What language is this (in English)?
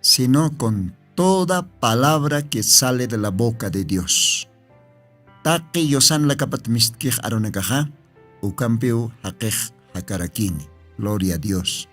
Aymara